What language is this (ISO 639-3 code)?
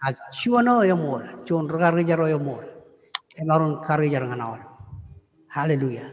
mah